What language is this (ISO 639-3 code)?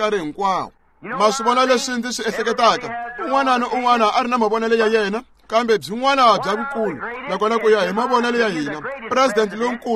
tso